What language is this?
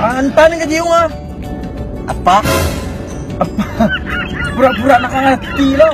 Minangkabau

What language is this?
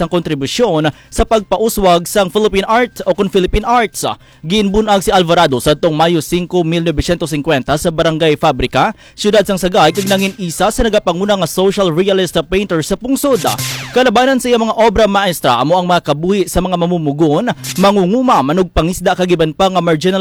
Hiligaynon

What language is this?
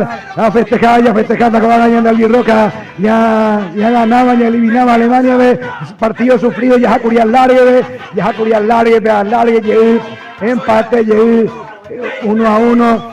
Guarani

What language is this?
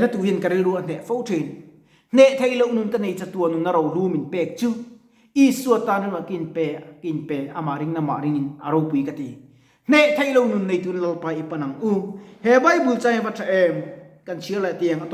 Mizo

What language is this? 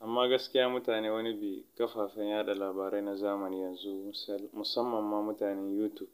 Hausa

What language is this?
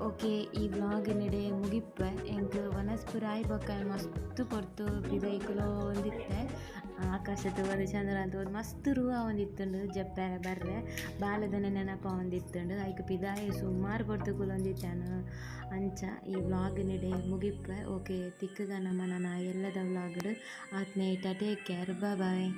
Tulu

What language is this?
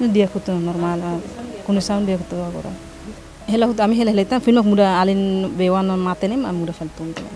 Tetum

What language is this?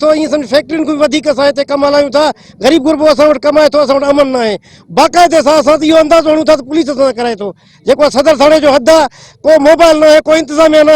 Sindhi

